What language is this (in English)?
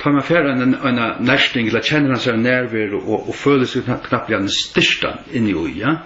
Faroese